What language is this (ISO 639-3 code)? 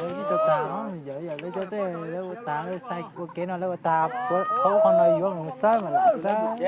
hmn